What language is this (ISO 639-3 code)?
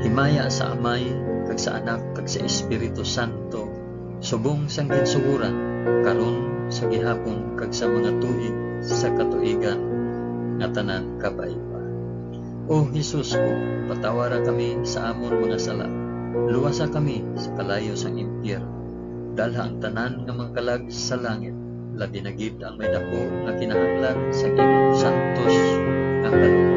hil